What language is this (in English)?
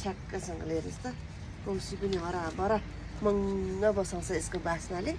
Nepali